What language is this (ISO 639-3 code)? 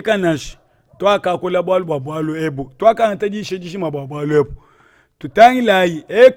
lua